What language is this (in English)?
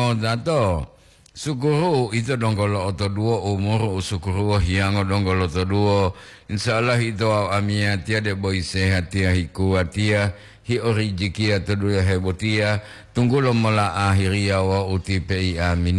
Gorontalo